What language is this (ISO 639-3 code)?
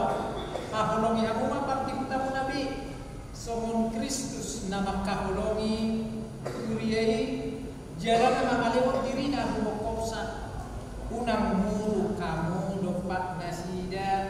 bbc